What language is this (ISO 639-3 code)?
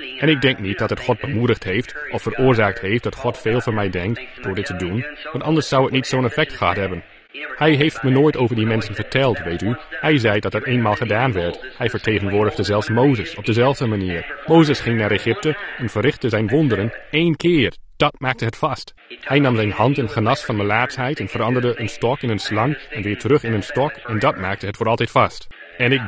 nld